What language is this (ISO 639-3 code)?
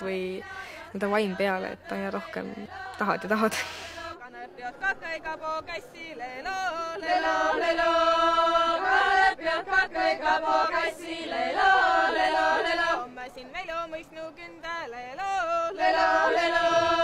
est